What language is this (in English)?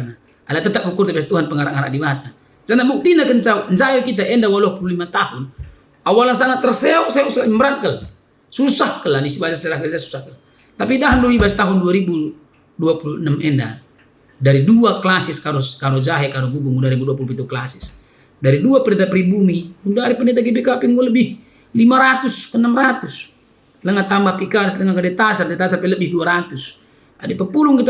Batak Karo